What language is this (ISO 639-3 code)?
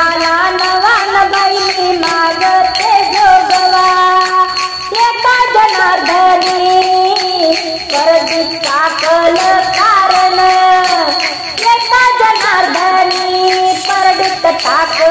mar